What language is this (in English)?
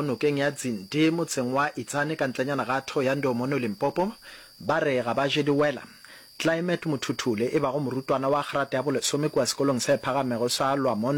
Northern Sotho